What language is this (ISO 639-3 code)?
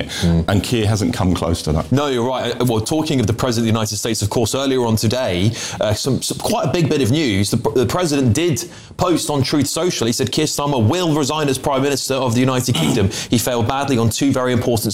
eng